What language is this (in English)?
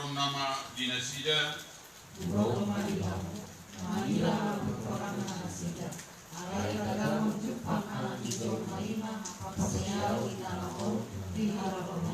Batak Toba